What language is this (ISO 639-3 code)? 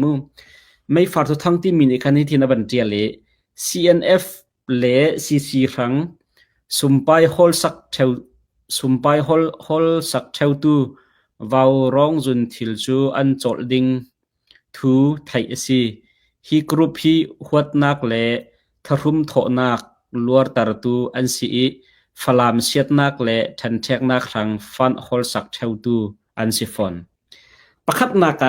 cnh